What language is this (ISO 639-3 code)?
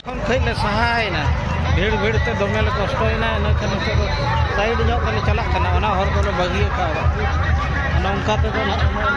sat